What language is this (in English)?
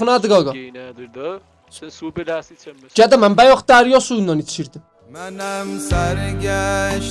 South Azerbaijani